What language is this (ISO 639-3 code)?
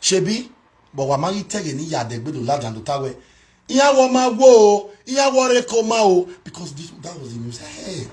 pcm